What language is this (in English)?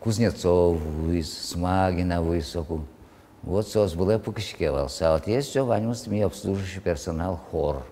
Udmurt